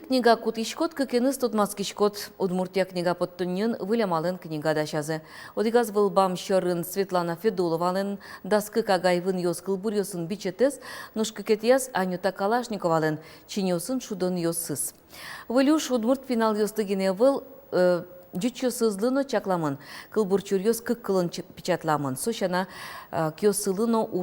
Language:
Udmurt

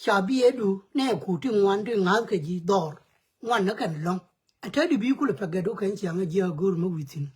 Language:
Nuer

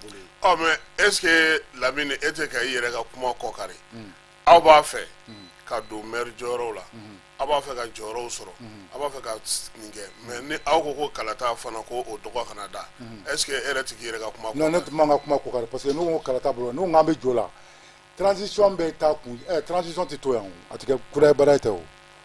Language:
Bambara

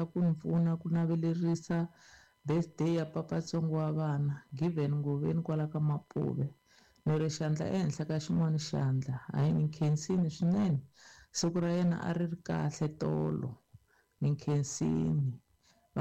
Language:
Tsonga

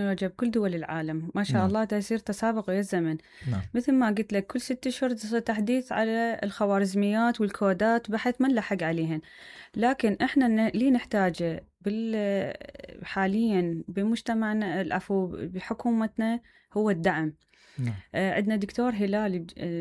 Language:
Mesopotamian Arabic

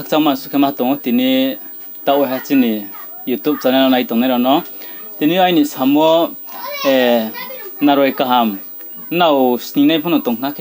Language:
Riang (India)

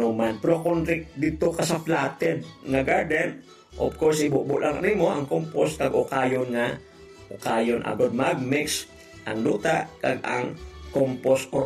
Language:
Hiligaynon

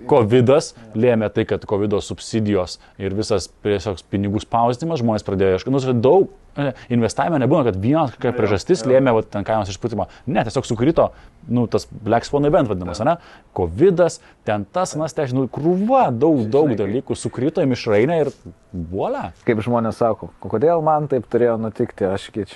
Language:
Lithuanian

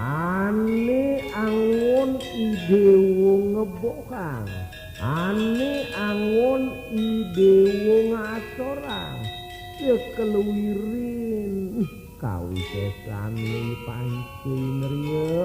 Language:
Balinese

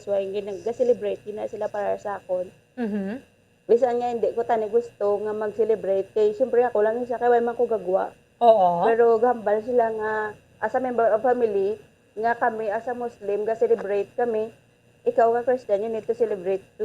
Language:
Hiligaynon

